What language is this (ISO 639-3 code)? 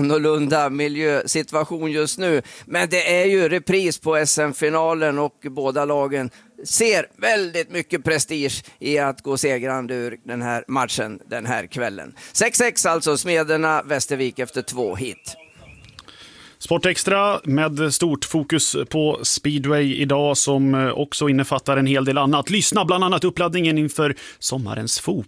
swe